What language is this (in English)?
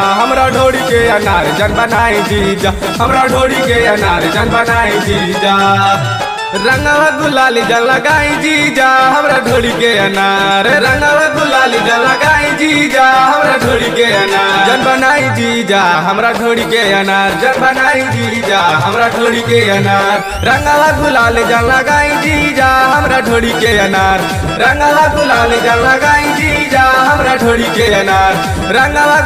Bhojpuri